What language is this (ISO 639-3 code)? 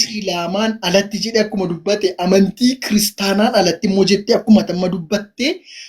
orm